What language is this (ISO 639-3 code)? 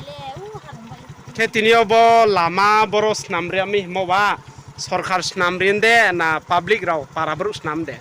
ria